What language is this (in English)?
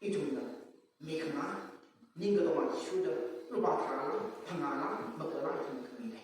Tangkhul Naga (India)